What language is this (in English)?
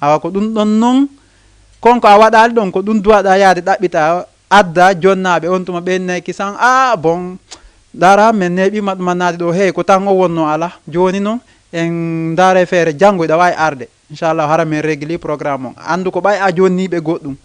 Fula